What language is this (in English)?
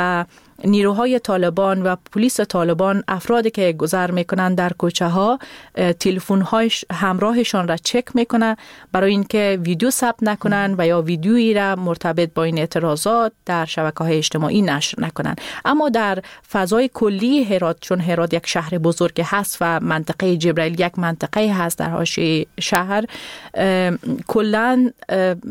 Persian